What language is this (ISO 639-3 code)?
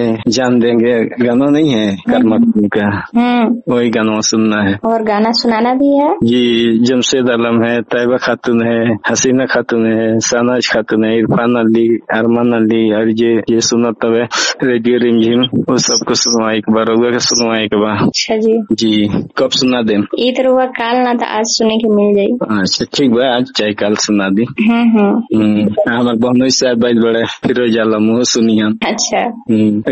bho